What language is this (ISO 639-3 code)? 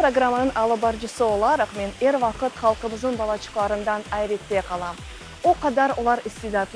crh